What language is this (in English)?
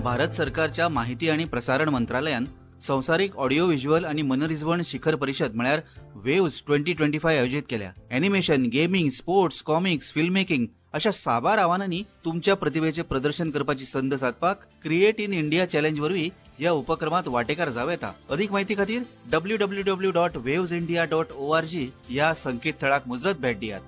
Konkani